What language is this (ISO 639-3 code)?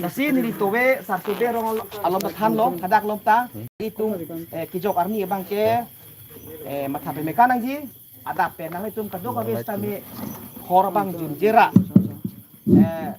mjw